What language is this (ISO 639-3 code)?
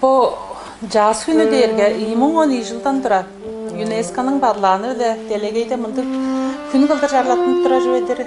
tyv